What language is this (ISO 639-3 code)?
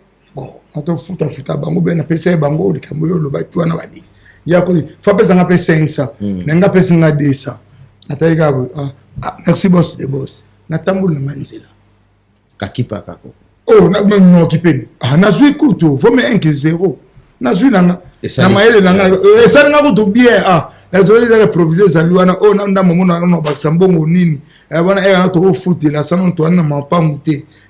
lin